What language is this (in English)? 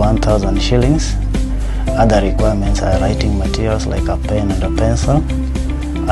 Gusii